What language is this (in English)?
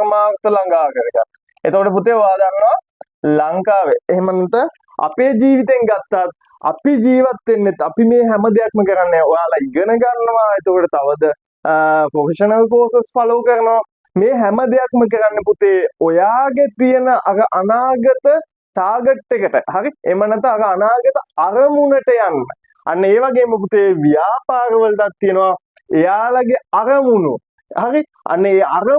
Sinhala